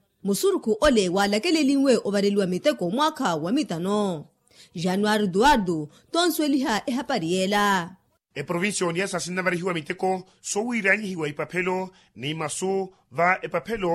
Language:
Makhuwa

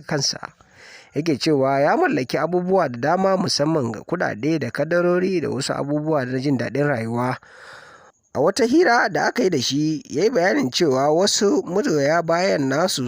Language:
Hausa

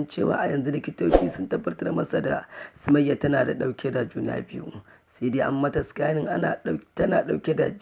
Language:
Hausa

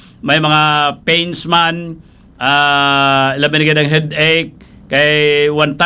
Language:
Hiligaynon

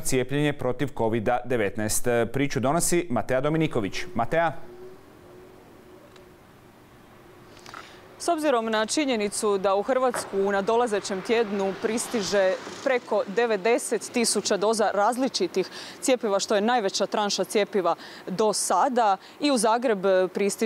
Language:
Croatian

